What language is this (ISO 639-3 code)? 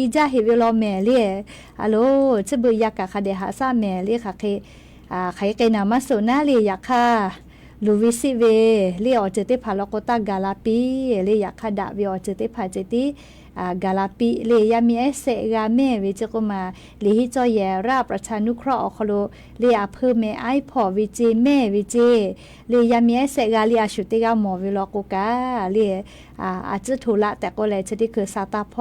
lhu